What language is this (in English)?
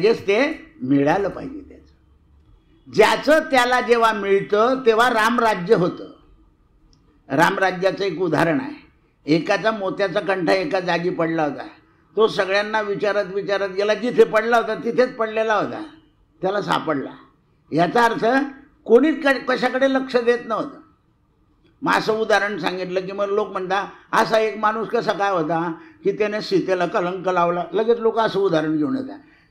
Marathi